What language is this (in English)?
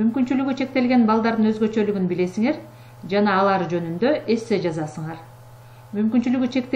Kyrgyz